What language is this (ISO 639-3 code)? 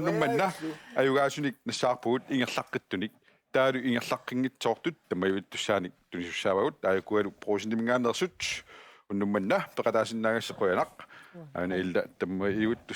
kal